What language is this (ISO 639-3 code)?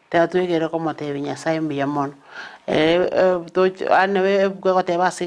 guz